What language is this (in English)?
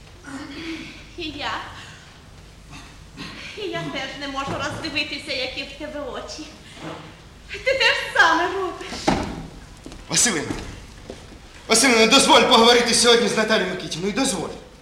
Ukrainian